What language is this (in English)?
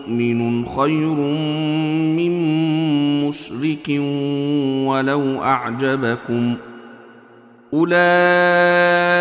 Arabic